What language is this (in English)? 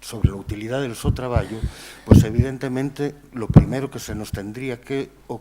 Asturian